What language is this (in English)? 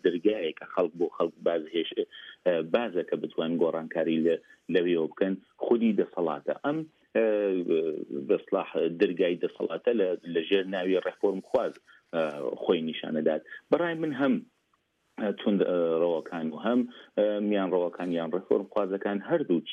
Central Kurdish